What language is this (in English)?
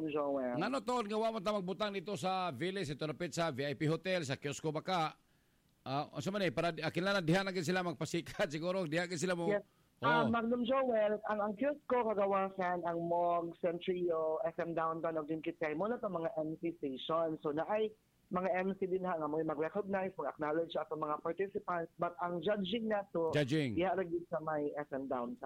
Cebuano